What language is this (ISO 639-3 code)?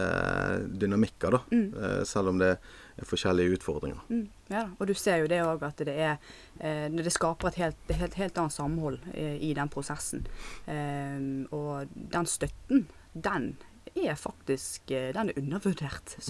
nor